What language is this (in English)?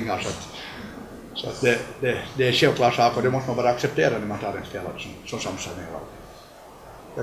Swedish